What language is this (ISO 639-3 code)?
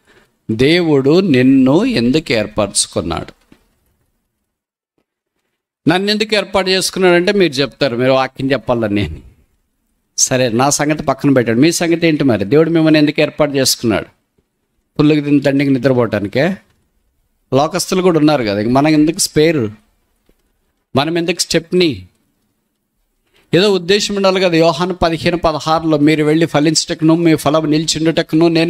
tel